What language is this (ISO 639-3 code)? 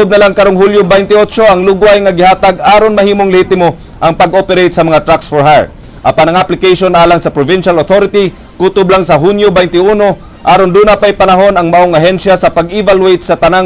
ceb